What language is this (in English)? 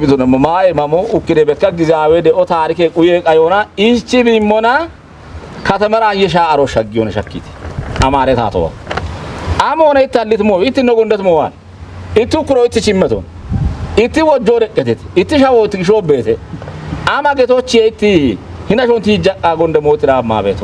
Kafa